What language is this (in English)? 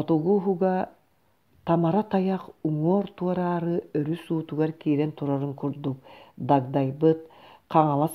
Yakut